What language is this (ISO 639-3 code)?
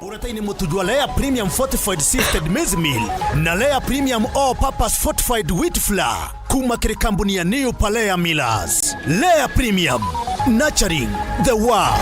mer